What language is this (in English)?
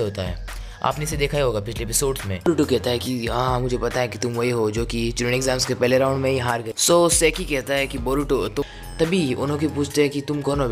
Hindi